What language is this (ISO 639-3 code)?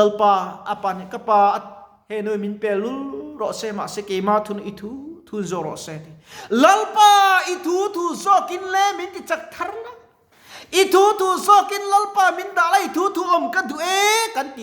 lus